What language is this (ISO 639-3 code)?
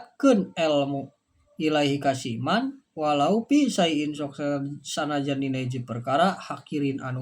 sun